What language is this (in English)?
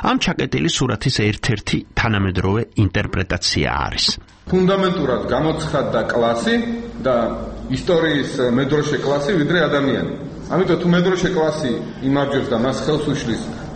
Georgian